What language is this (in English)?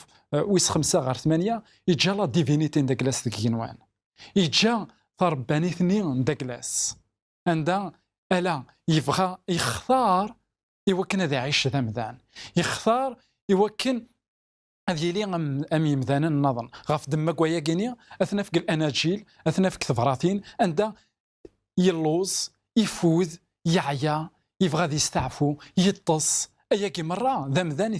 Kabyle